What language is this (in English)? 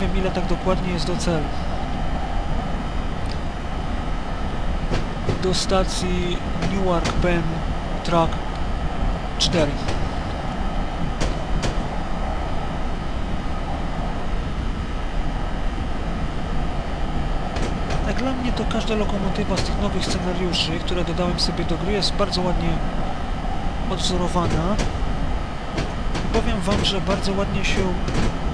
Polish